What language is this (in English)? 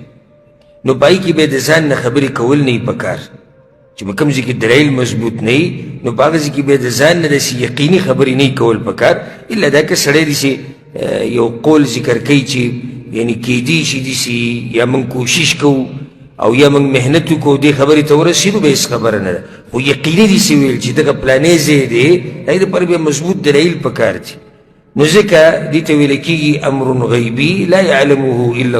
Pashto